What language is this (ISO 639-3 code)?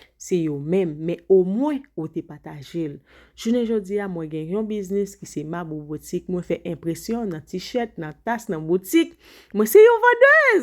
hat